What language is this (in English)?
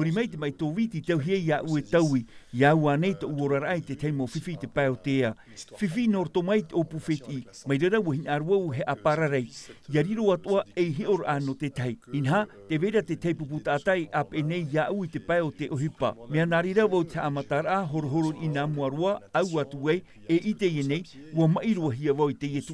Tahitian